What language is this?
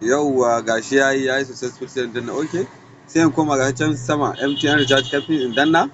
Hausa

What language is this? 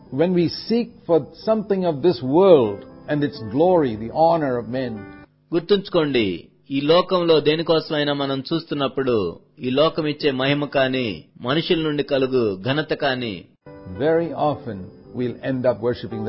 Telugu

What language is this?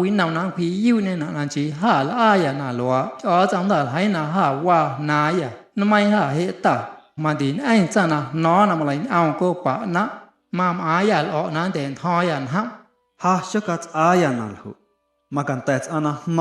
Guerrero Amuzgo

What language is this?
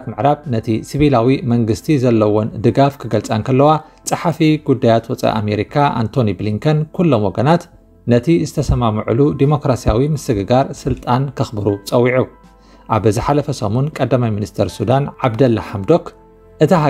Tigrinya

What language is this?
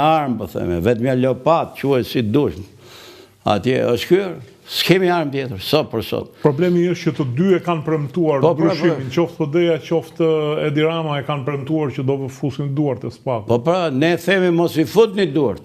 Albanian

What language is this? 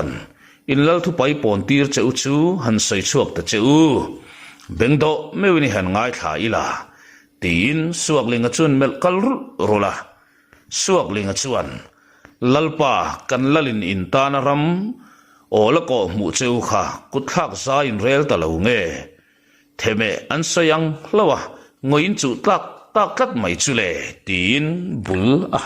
Mizo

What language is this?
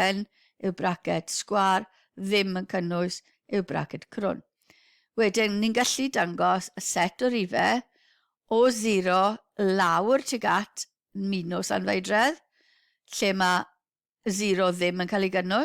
Welsh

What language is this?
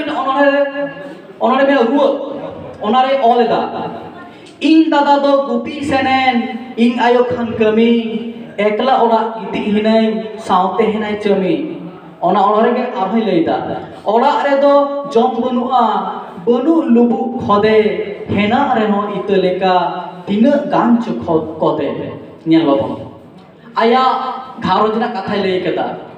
Santali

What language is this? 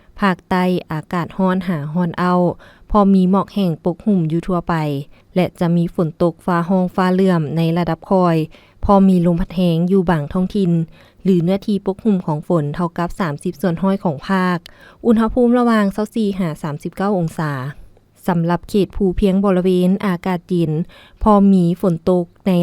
Lao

